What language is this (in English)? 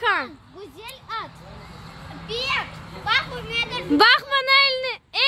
Crimean Tatar